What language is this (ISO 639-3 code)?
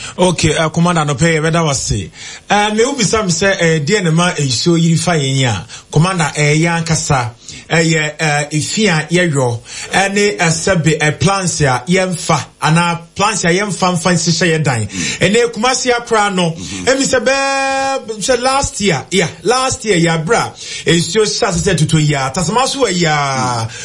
aka